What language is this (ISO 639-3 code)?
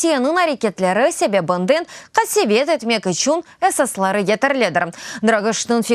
crh